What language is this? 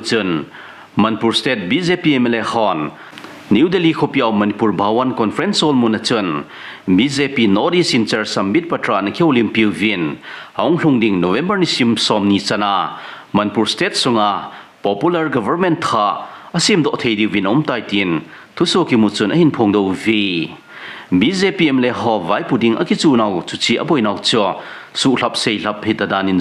Thado Chin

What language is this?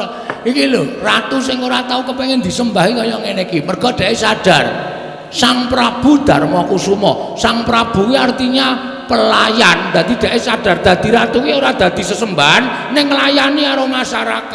Javanese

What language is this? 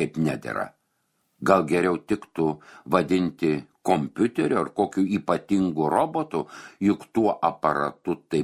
Lithuanian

